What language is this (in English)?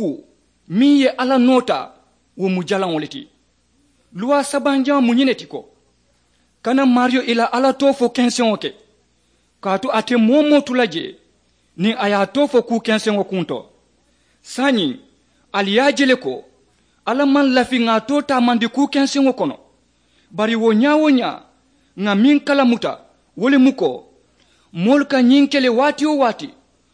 Mandingo